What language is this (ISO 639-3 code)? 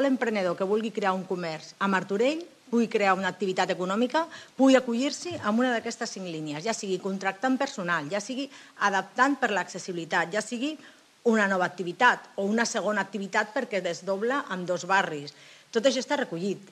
cat